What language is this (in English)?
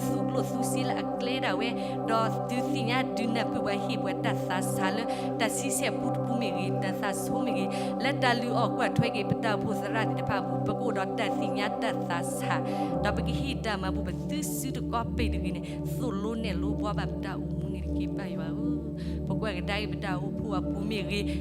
S'gaw Karen